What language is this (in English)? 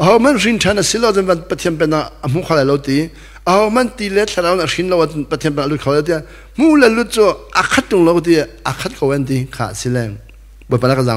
Hakha Chin